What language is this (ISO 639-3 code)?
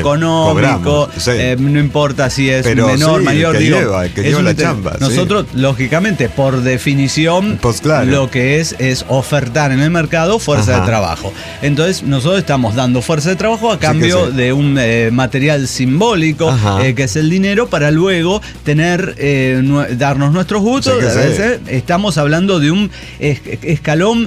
spa